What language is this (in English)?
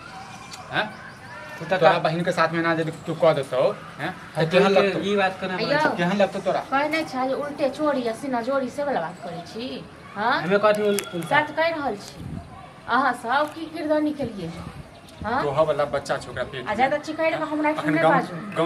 Maithili